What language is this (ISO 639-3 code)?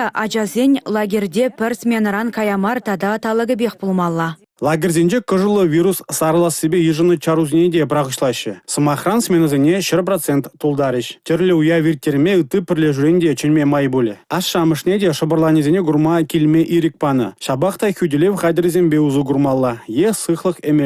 chv